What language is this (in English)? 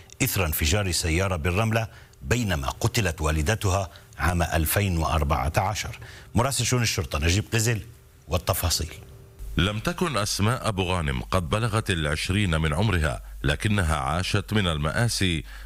Arabic